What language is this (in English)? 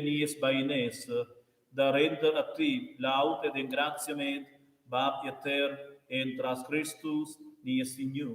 Romansh